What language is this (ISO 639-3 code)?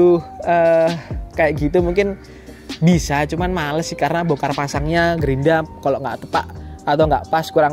ind